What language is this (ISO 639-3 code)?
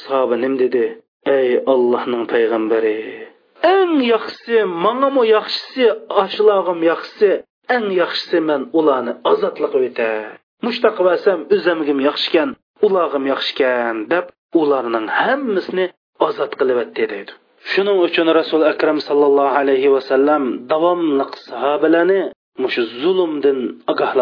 uig